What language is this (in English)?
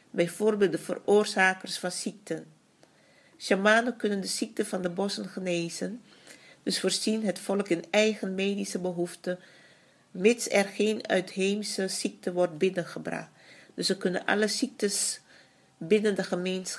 Dutch